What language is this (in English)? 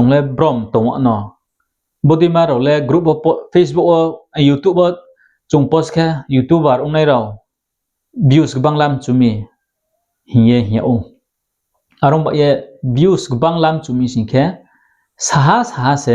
Riang (India)